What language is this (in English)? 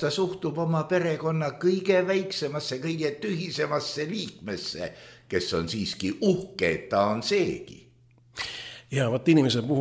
Estonian